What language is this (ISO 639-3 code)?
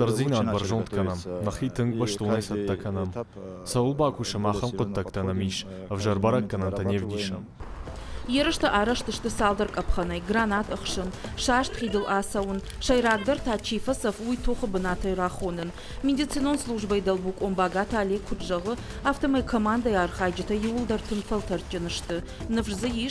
oss